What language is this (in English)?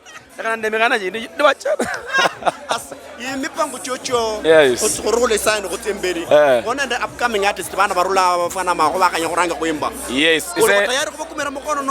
Luyia